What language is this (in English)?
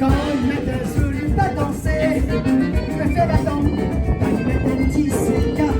Réunion Creole French